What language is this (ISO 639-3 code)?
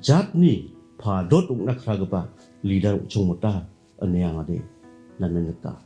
grt